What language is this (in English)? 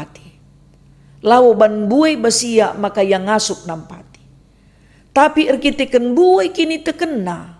Batak Karo